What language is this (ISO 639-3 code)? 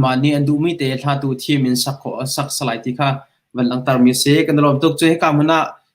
cnh